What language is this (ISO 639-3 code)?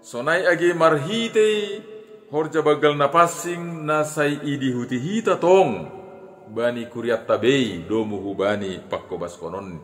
bts